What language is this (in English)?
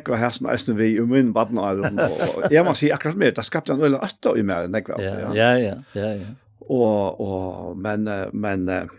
Faroese